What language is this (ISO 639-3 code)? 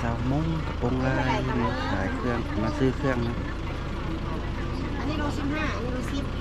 lao